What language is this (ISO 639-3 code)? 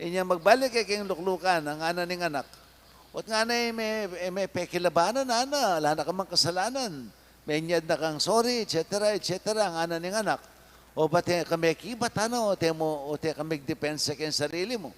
pam